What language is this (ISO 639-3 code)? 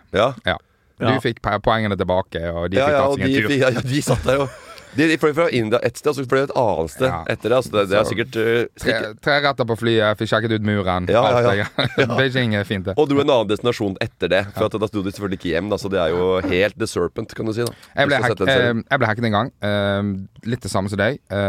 nor